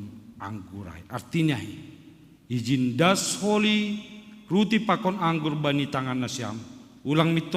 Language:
Batak Simalungun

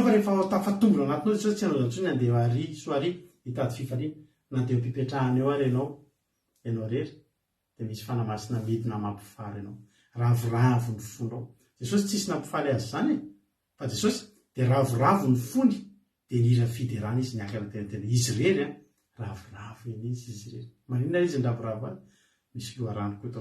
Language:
Malagasy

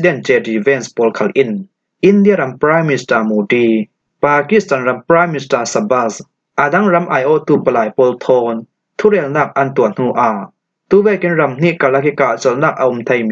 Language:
Falam Chin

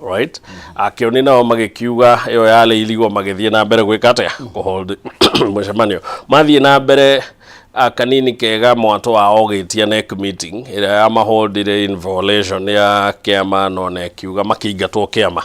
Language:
Kikuyu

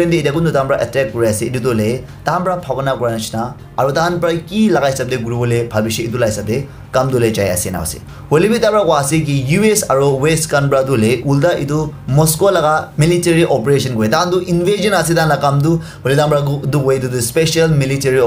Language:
Naga Pidgin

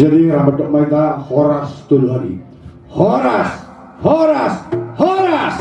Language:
Batak Toba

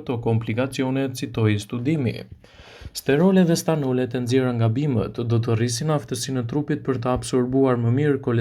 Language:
Albanian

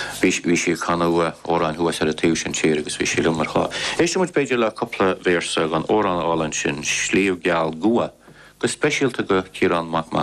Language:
Irish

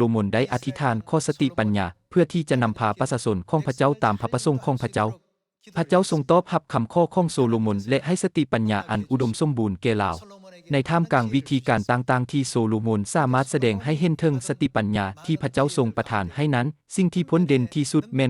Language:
Lao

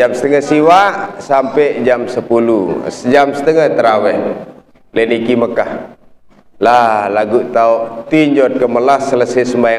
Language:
Sasak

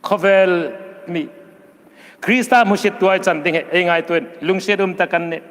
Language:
Hmar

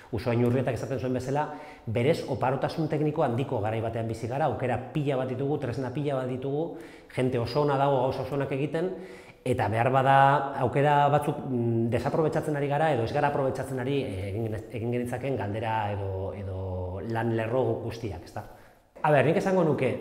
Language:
Basque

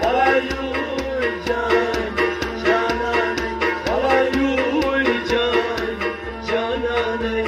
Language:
Kashmiri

